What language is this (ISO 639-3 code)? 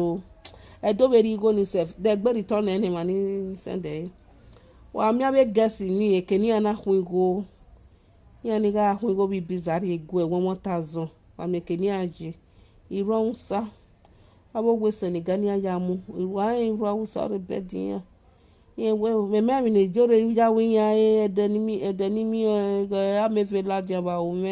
pcm